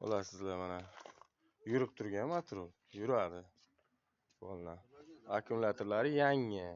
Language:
Uzbek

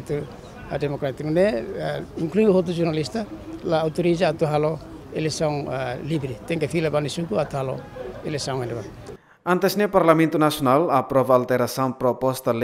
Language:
Tetum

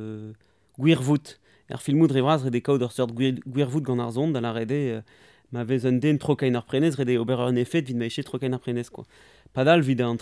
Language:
Breton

